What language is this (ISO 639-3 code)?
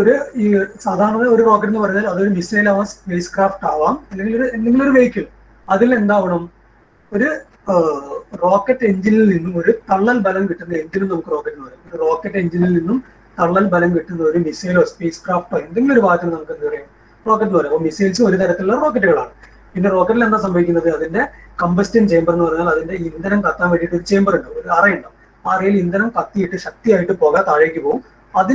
mal